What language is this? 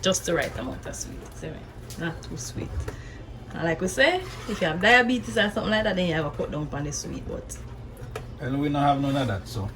Jamaican Creole English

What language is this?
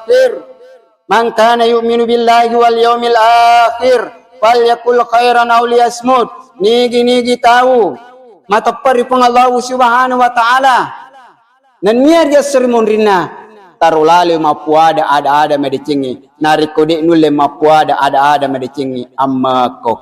Buginese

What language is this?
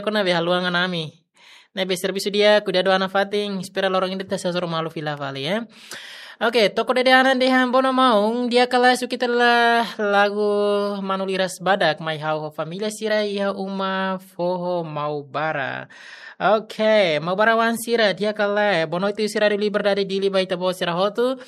Tetum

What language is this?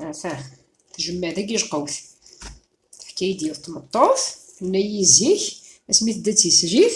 Kabyle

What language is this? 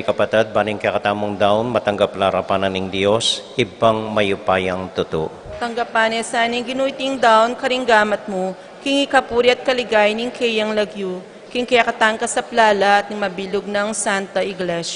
Pampanga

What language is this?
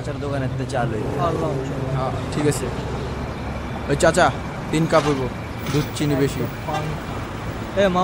Bangla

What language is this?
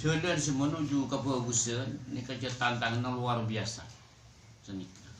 Madurese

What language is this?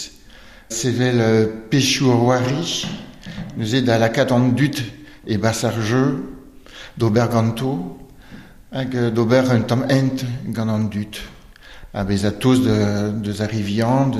Breton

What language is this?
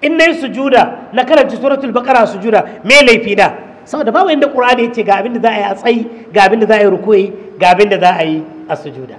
Hausa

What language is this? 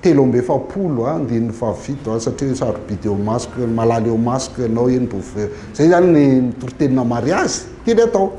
Malagasy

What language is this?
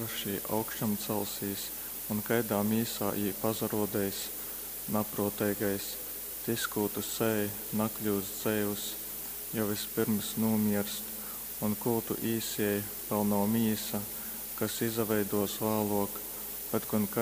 Latgalian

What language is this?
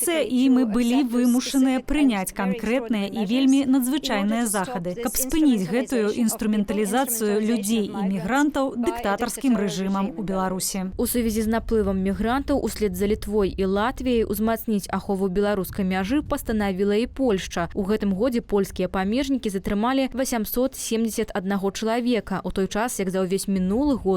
Belarusian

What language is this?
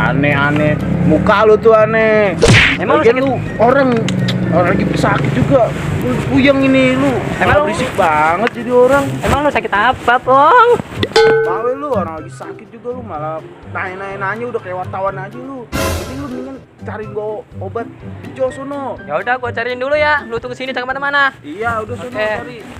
Betawi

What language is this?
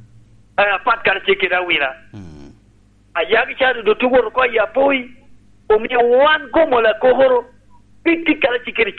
Lango (Uganda)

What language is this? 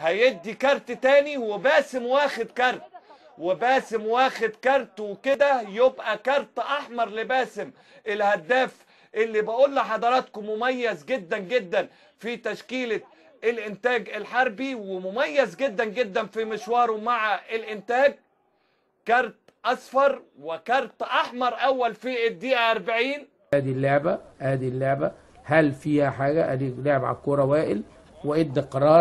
Egyptian Arabic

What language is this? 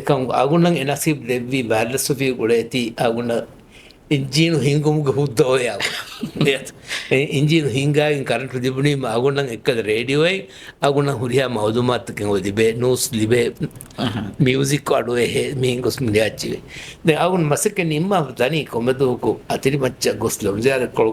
Divehi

